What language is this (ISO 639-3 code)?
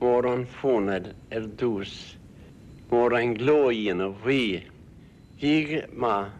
gle